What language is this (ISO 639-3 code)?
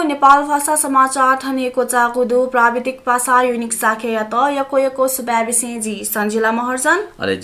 new